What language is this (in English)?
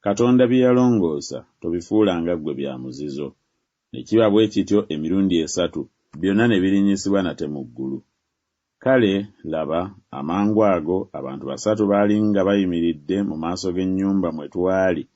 Ganda